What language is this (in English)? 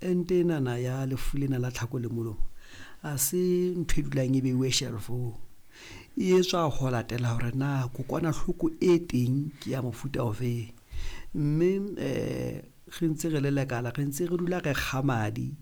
Southern Sotho